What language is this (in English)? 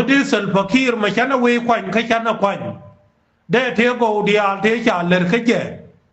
Nuer